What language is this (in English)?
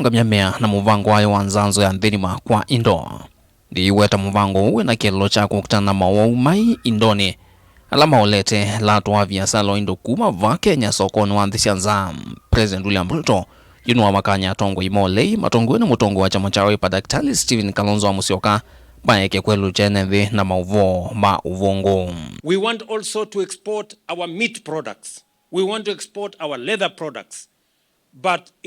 Kamba